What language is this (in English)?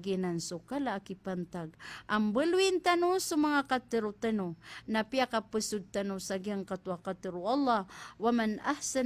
Maranao